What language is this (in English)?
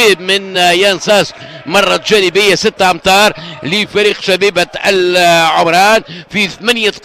Tunisian Arabic